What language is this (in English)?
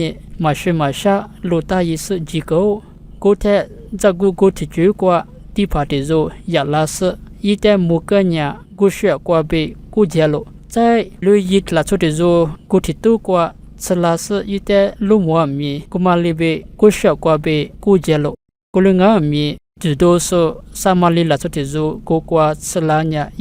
Lisu